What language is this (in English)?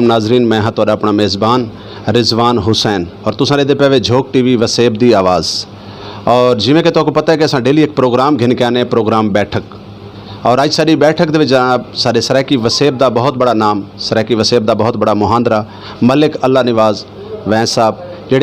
Saraiki